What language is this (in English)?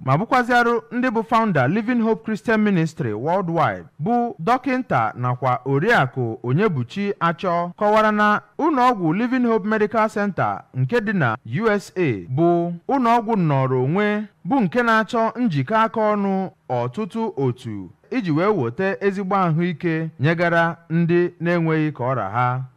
Igbo